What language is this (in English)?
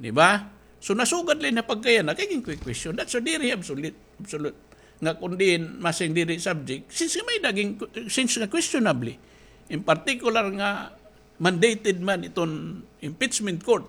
Waray